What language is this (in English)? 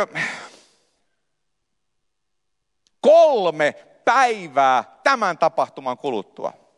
Finnish